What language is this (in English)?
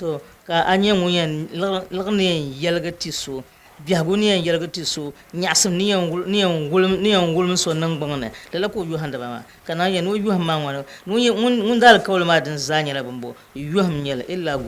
Dagbani